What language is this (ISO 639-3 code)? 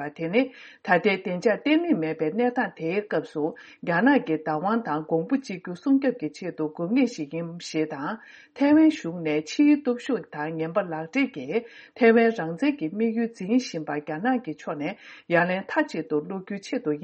bod